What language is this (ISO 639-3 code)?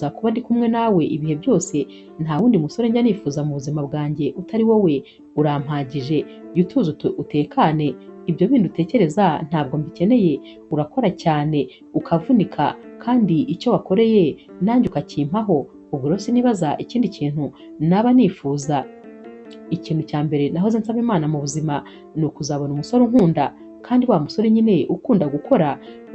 kin